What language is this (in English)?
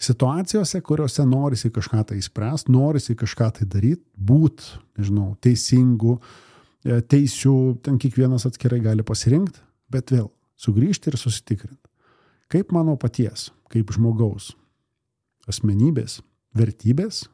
Lithuanian